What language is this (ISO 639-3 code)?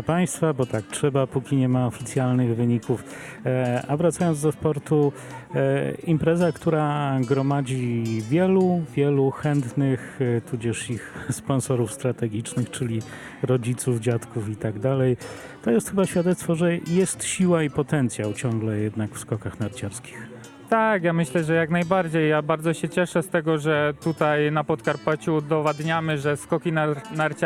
pol